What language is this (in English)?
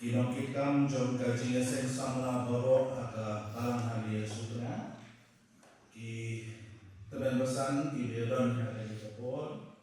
Khasi